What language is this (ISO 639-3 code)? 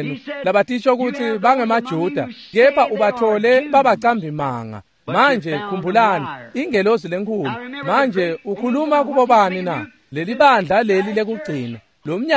ssw